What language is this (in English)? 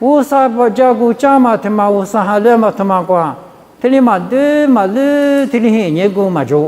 Lisu